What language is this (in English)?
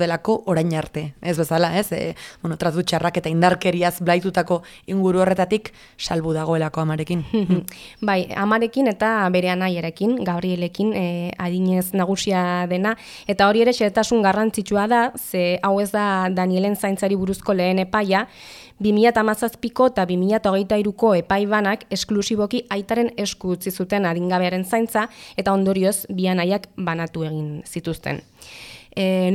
Basque